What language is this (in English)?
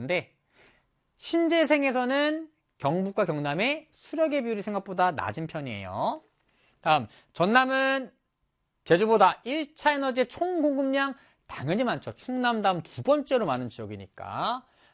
Korean